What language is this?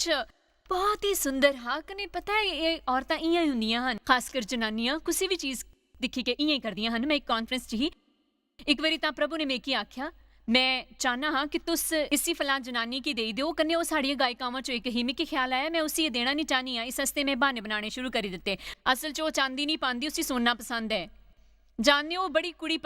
Dogri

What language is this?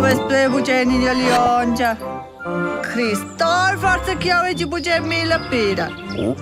Romansh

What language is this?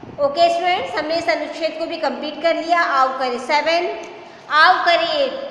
Hindi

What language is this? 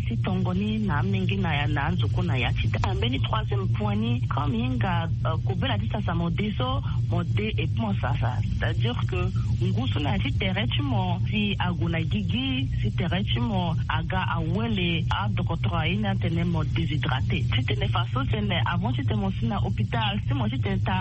Sango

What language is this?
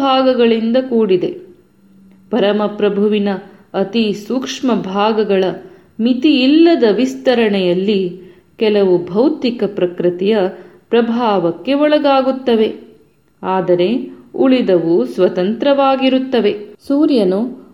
Kannada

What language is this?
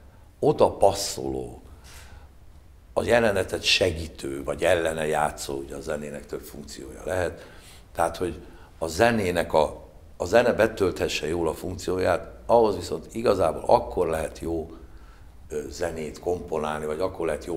Hungarian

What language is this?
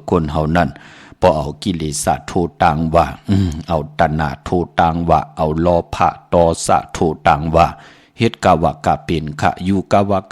Shan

